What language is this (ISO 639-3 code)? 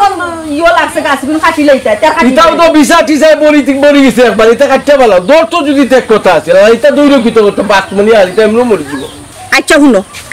syl